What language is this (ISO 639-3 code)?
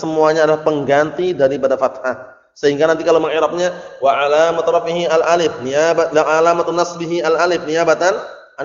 ind